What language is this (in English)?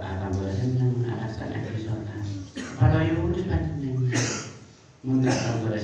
Madurese